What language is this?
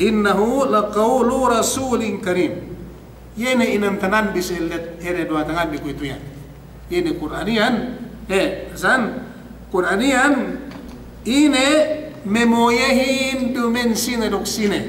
Yakan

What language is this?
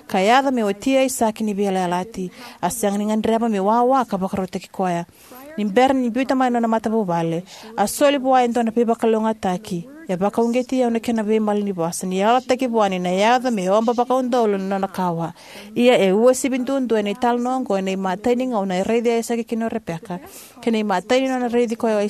Fijian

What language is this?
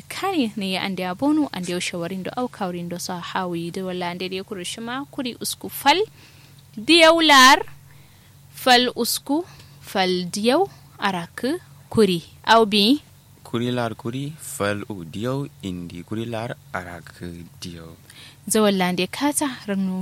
Kanuri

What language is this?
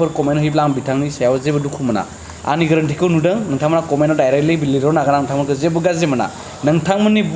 Bodo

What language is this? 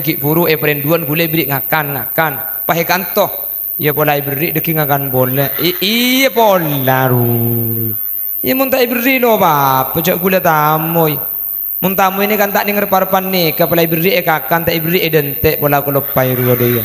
Madurese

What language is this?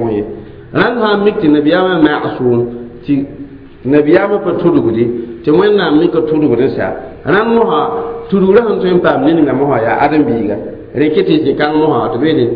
Mossi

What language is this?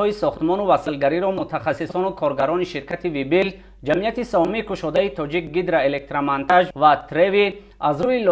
Tajik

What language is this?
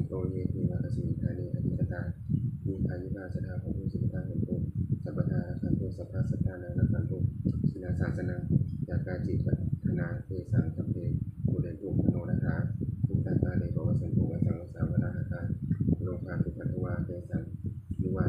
Pali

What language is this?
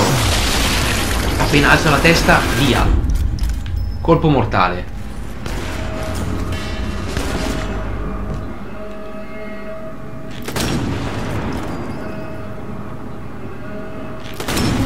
Italian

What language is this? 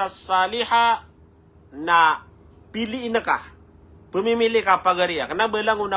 Maranao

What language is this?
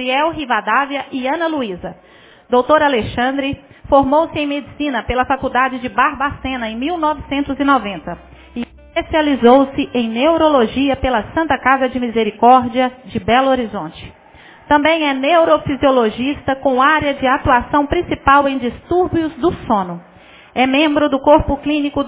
Portuguese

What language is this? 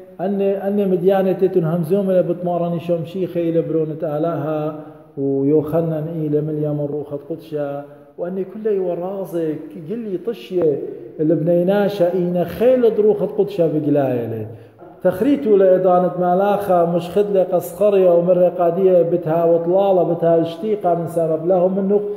Assyrian Neo-Aramaic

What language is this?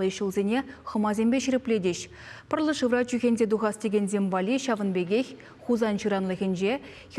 Chuvash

